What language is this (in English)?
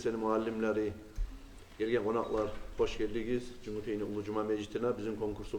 Kumyk